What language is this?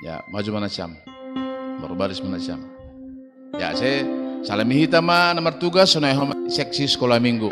Batak Simalungun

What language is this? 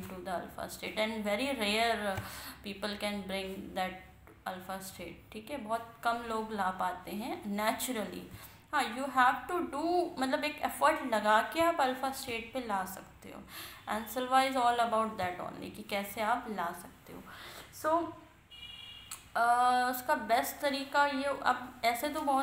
Hindi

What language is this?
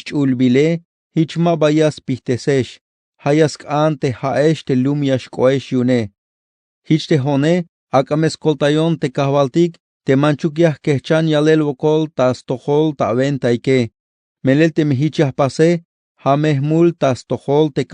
Tzeltal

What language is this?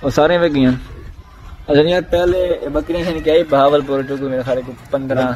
Saraiki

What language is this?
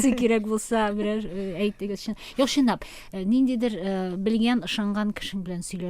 Tatar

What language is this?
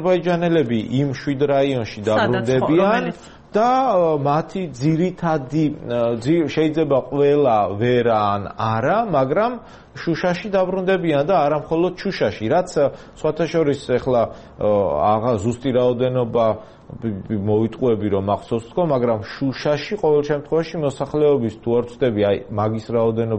Georgian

